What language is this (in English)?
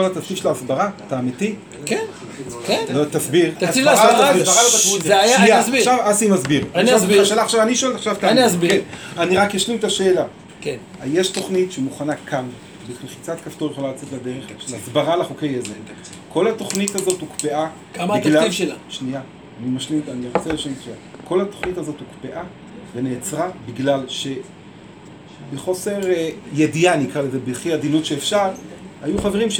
Hebrew